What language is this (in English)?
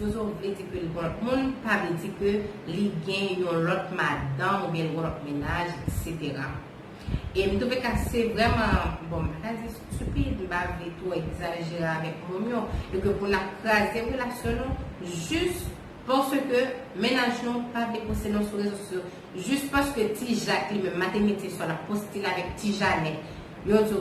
Haitian Creole